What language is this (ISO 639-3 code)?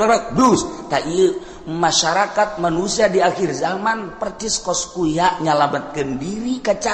sun